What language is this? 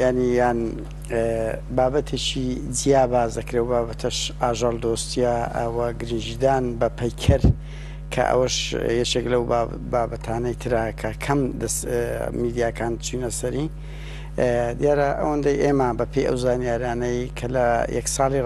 Central Kurdish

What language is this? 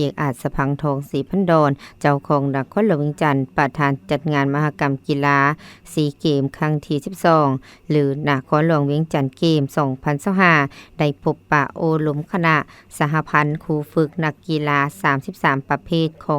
Lao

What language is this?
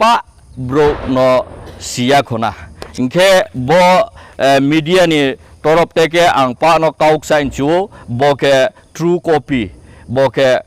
Kok Borok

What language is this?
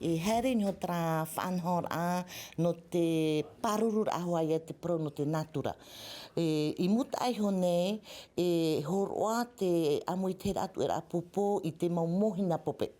Tahitian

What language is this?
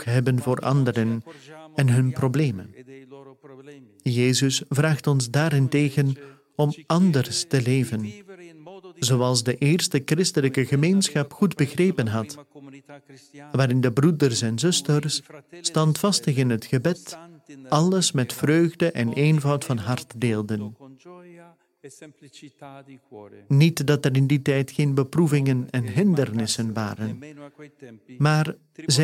Dutch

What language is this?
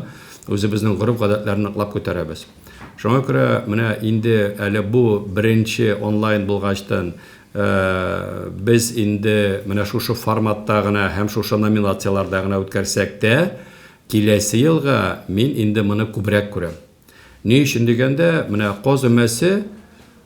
Tatar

